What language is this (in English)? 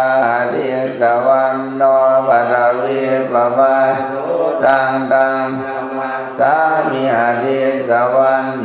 Pali